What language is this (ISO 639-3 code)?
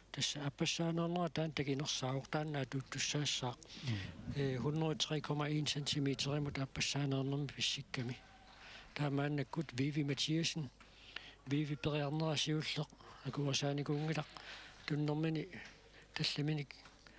kal